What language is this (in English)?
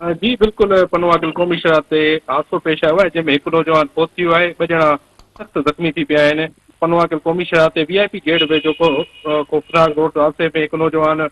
Sindhi